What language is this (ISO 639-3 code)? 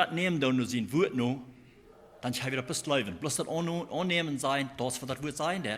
pdt